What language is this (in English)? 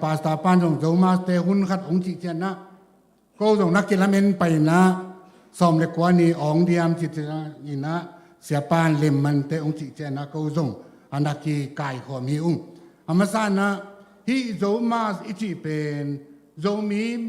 Tedim Chin